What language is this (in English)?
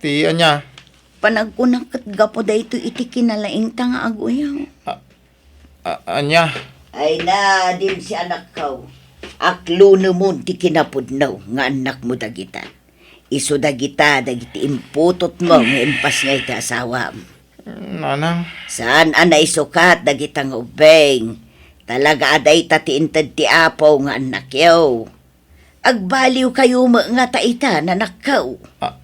Iloko